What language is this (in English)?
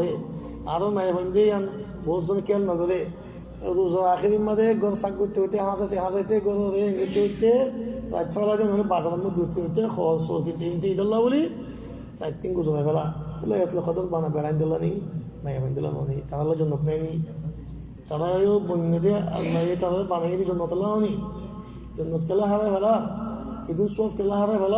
Rohingya